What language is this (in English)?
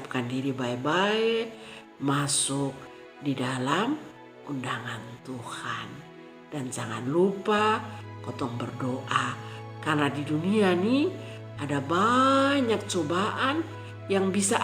Kupang Malay